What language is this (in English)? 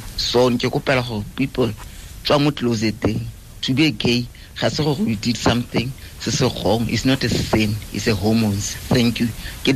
Tswana